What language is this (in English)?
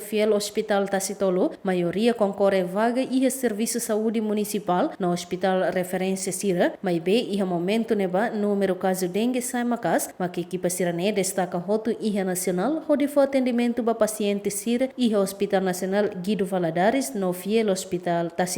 Tetum